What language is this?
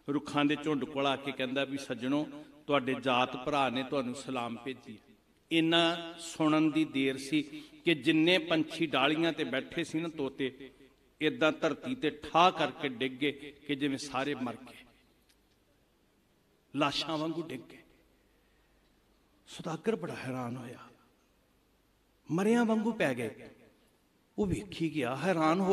Punjabi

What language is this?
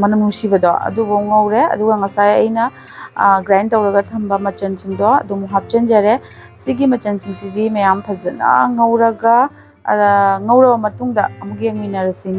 Manipuri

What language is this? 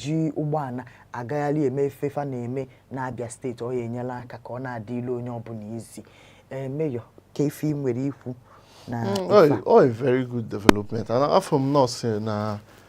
Igbo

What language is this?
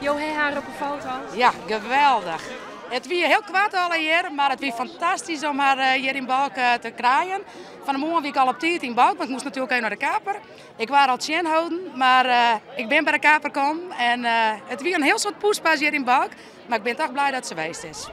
Western Frisian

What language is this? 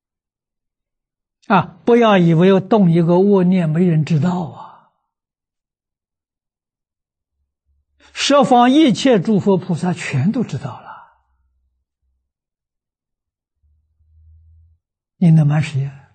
Chinese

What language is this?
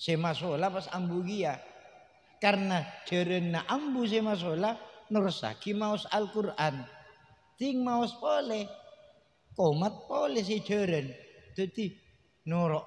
Madurese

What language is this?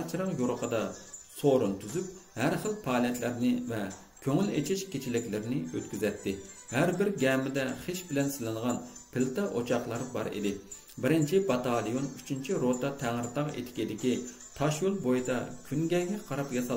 Uyghur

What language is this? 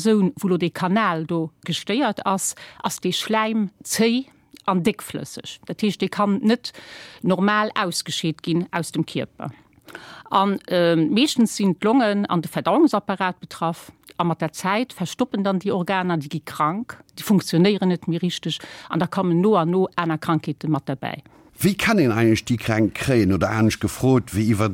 Luxembourgish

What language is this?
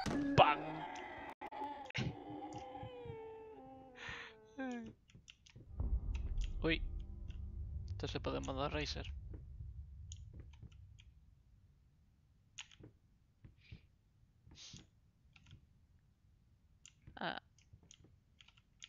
Spanish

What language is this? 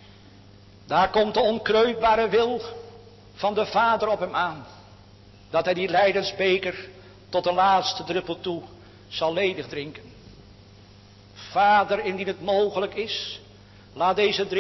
Dutch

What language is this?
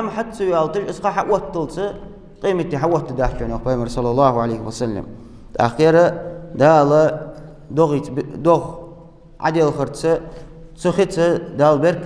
Ingush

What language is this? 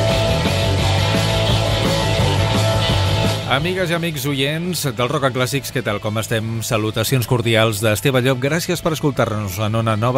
Catalan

